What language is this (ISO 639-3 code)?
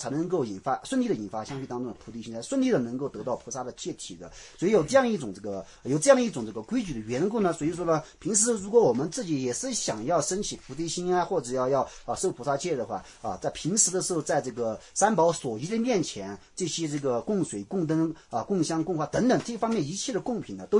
zho